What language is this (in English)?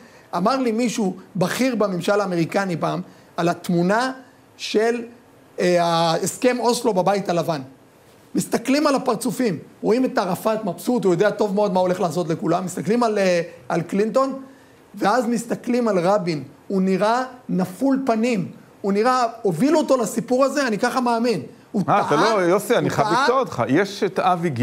Hebrew